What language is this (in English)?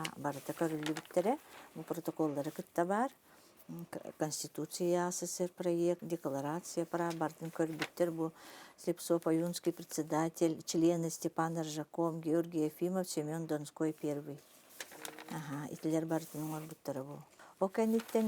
Yakut